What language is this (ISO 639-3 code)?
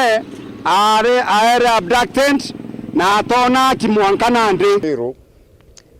mer